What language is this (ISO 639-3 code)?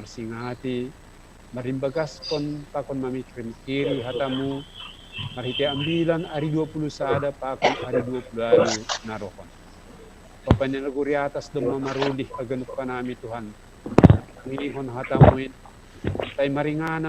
bts